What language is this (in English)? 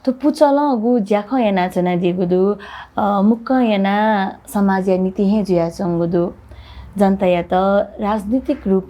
Newari